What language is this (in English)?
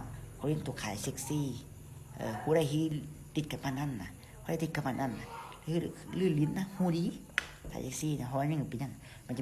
Lao